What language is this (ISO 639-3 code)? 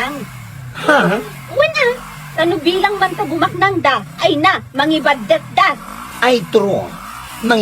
ilo